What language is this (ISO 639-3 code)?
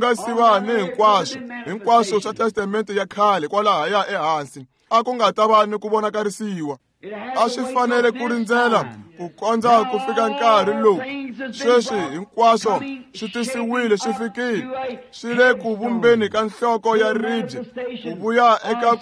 tso